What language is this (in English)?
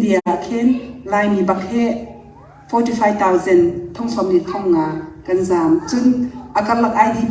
Hakha Chin